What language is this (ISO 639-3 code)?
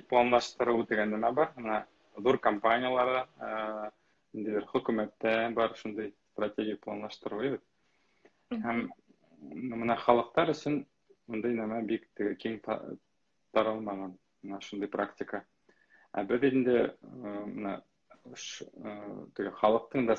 bak